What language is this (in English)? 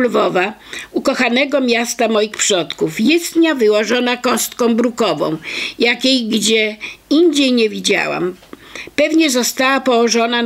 Polish